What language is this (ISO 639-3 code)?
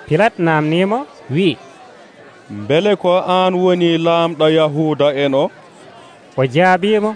fuv